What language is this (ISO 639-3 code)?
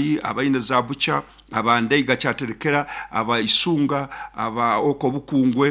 nyn